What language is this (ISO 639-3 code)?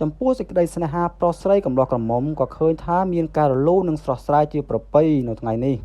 khm